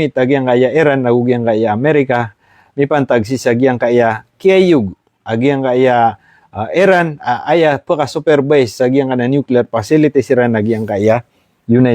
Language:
Maranao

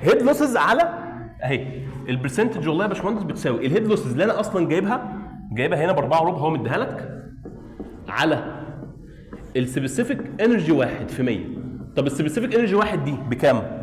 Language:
Egyptian Arabic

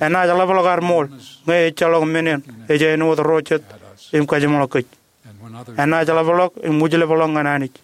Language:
Marshallese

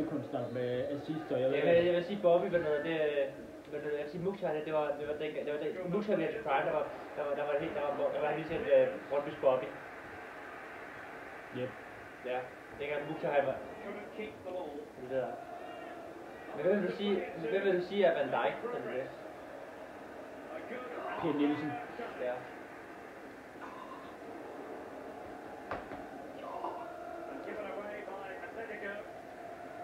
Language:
Danish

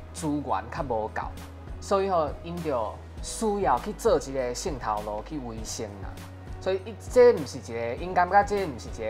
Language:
Min Nan Chinese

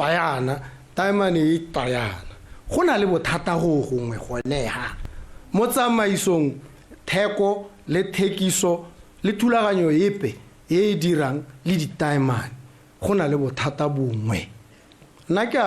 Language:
Tswana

